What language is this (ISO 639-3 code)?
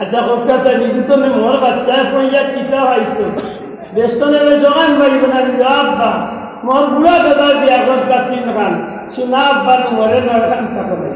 syl